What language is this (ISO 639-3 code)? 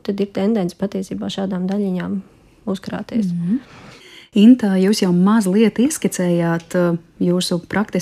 lav